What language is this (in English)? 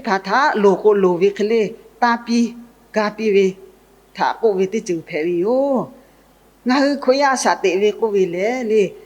Lahu